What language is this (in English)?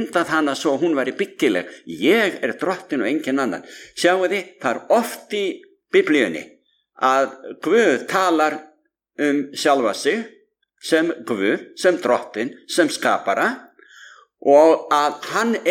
Icelandic